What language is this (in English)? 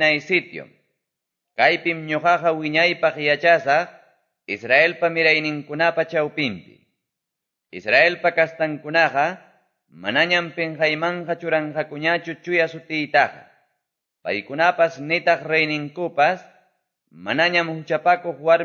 Quechua